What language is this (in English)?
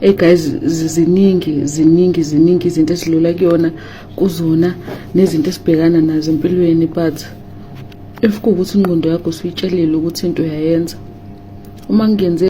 Zulu